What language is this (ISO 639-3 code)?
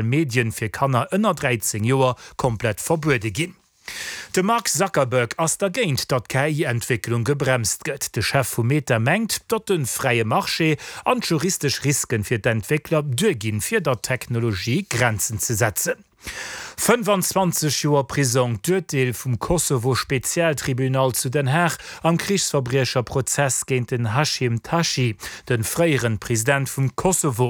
ltz